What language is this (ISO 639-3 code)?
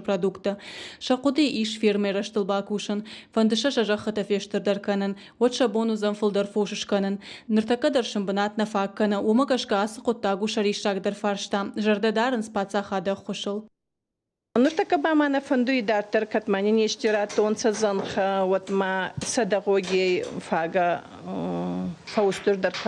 oss